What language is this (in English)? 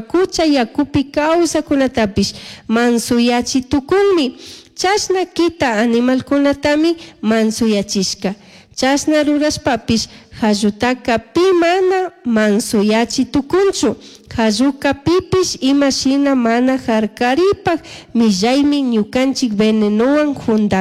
Chimborazo Highland Quichua